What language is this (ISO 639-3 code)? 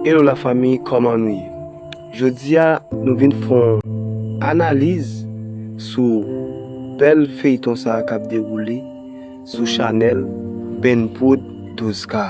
hat